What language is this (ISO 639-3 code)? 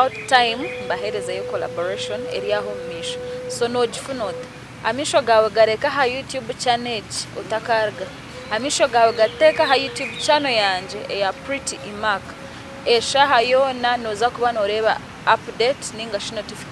nyn